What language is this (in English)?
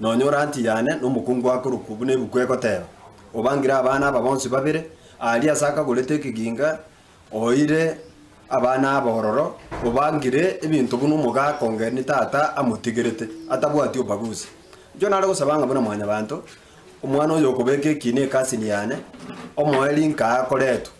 Gusii